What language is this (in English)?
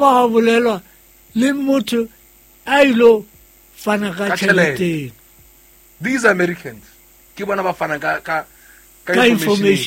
Southern Sotho